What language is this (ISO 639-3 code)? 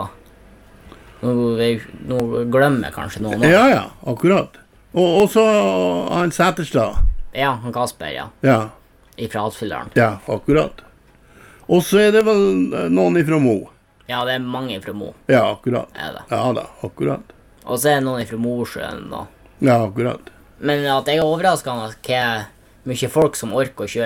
nor